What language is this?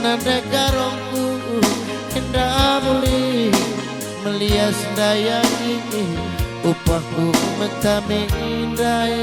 Batak Karo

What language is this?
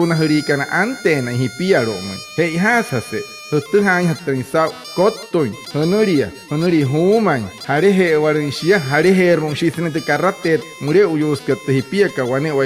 Wayuu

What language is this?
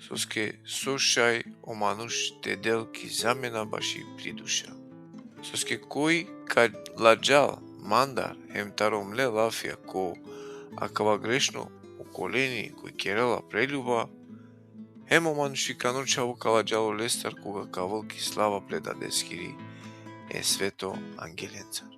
Balkan Romani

